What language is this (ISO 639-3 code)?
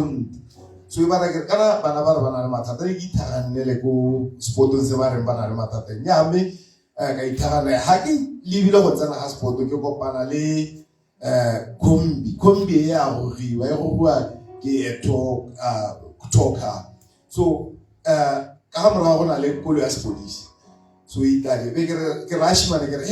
tsn